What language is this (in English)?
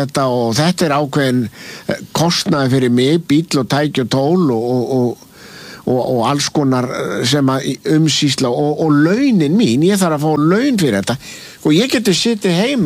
Icelandic